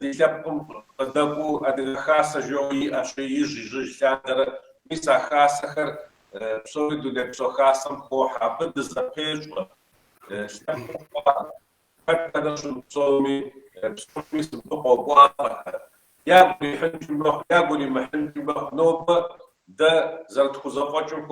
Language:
Kabardian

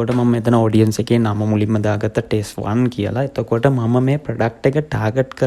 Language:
Sinhala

